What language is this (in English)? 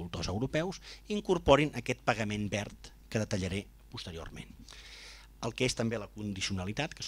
Catalan